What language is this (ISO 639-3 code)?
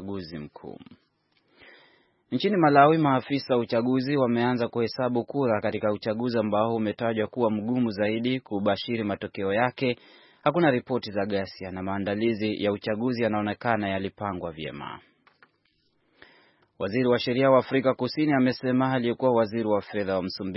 swa